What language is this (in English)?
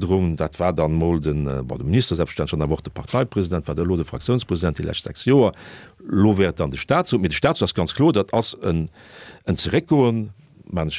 Luxembourgish